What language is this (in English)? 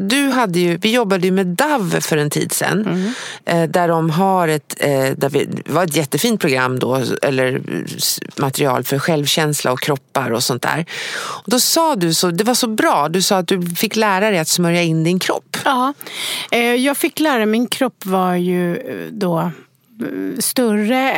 Swedish